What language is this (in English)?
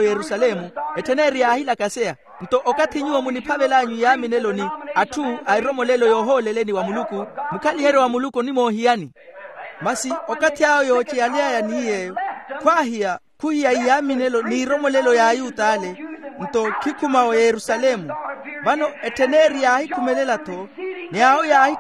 Makhuwa